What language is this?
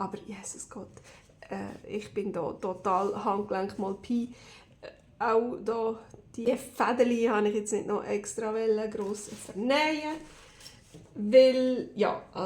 Swiss German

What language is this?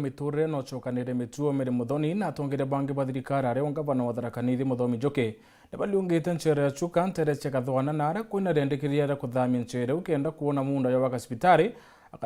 Meru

